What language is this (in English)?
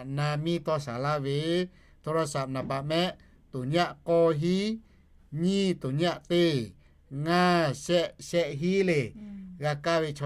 Lahu